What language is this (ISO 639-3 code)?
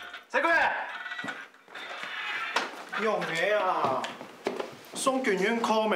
hak